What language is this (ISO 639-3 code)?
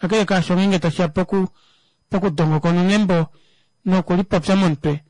kua